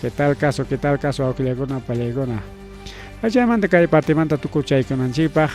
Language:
Ayacucho Quechua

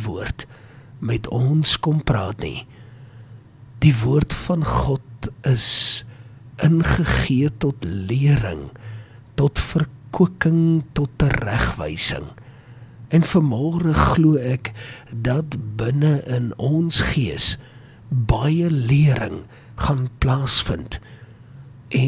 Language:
Afrikaans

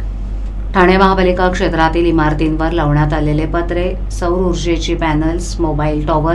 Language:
Marathi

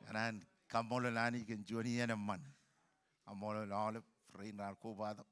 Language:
Marshallese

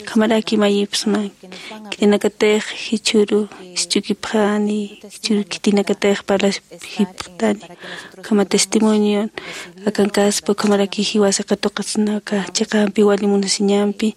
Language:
Aymara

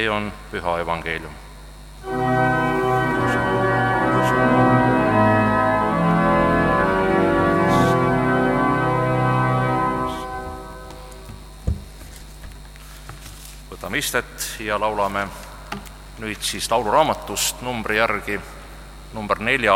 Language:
Estonian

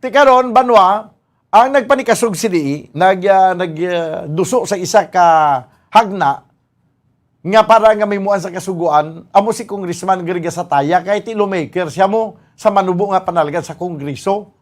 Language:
Hiligaynon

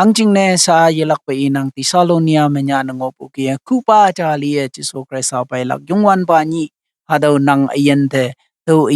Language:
Konyak Naga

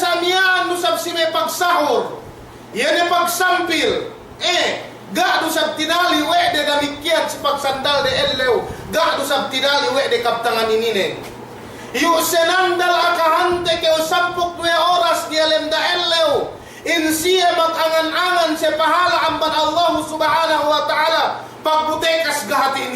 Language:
Yakan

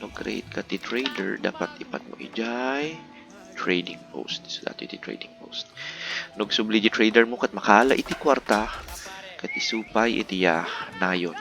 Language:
Iloko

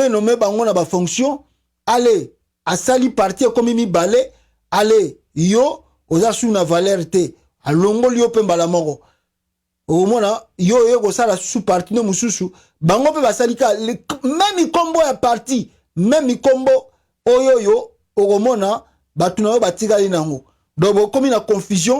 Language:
Lingala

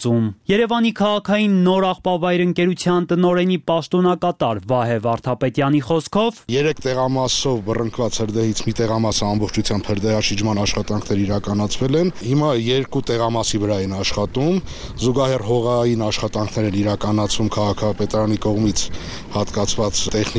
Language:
Armenian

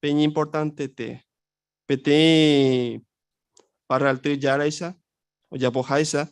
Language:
Guarani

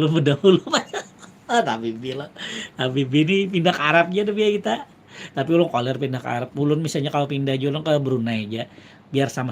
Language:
Banjar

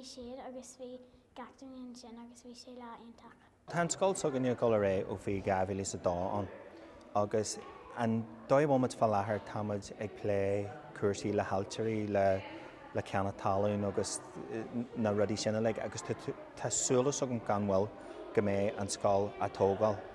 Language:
Irish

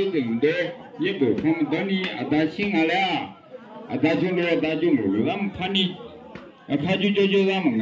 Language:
Akha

